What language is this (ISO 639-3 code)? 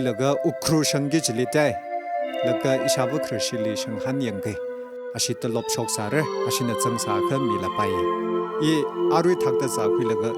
nmf